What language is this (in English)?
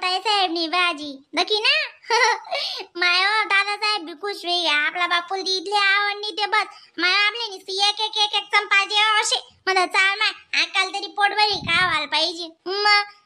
Khandesi